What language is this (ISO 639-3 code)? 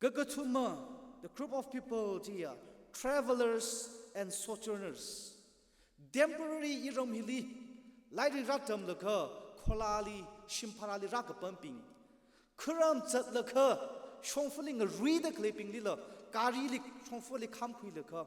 nmf